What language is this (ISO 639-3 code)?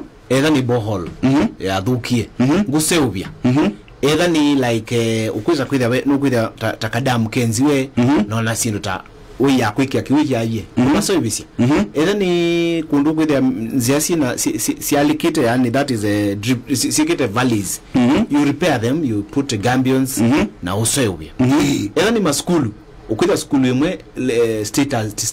kam